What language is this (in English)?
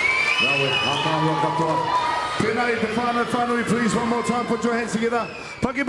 Māori